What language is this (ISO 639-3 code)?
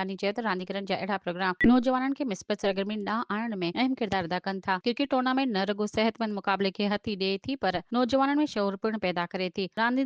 snd